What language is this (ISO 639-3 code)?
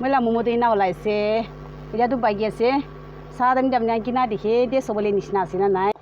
nag